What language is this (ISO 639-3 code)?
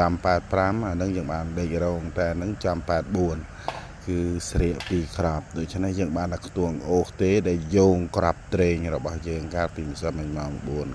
khm